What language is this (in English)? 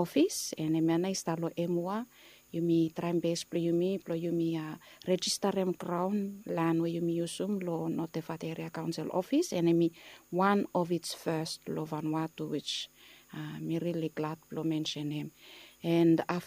Bislama